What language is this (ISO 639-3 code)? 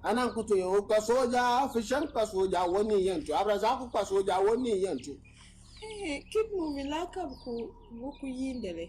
dag